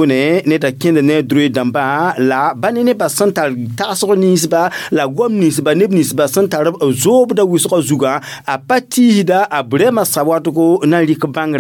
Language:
Mossi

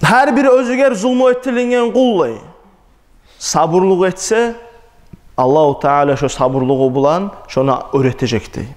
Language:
Kumyk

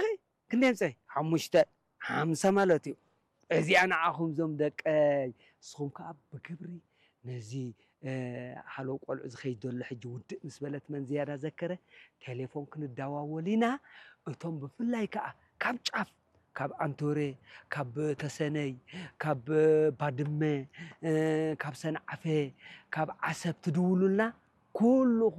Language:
Tigrinya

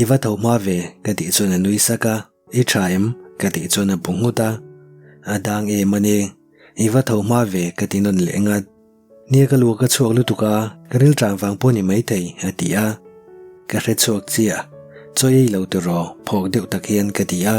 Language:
Mizo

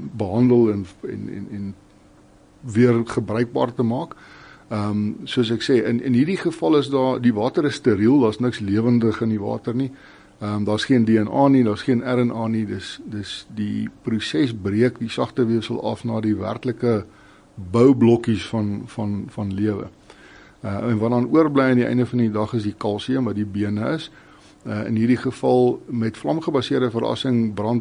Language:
Afrikaans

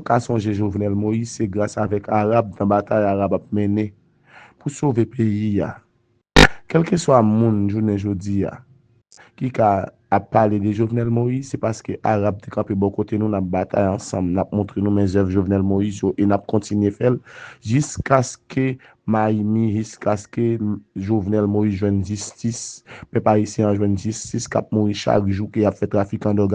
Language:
Haitian Creole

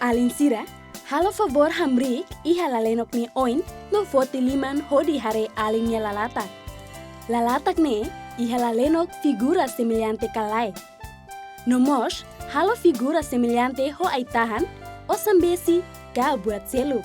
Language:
Tetum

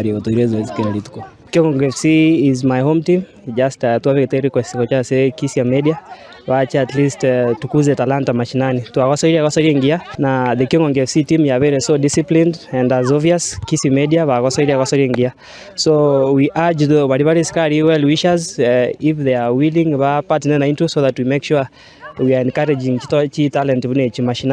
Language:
Gusii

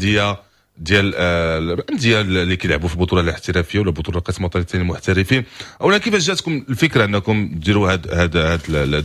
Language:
Moroccan Arabic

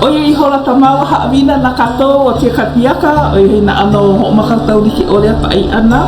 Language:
Hawaiian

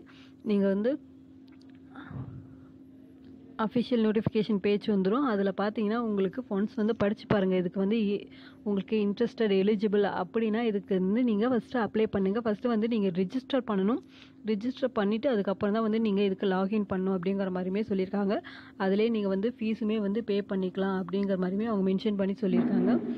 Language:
Tamil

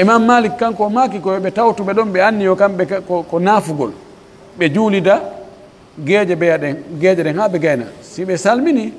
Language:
Pular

